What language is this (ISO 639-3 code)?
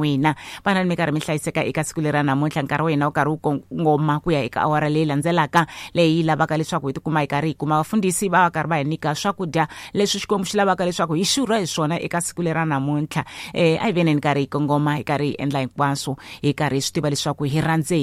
tso